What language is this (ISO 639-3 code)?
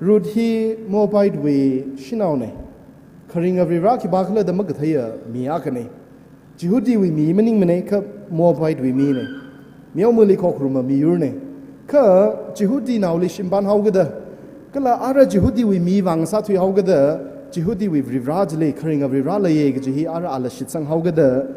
nmf